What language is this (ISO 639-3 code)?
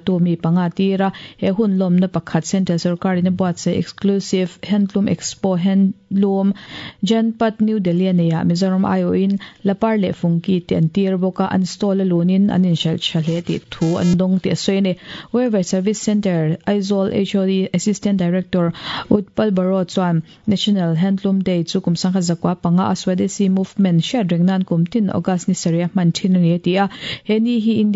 lus